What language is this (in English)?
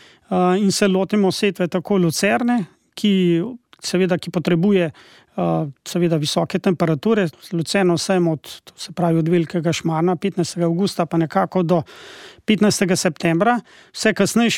Slovenian